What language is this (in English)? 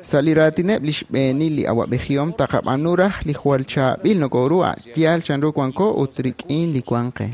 Kekchí